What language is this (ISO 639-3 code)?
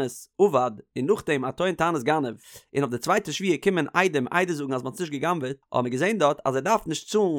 yid